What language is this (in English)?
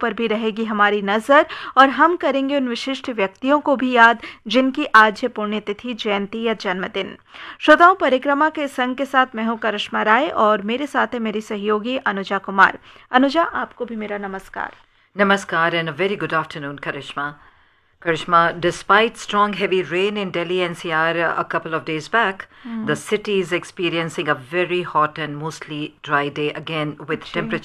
Hindi